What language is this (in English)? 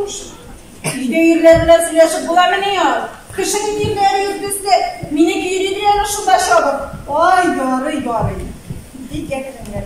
Tatar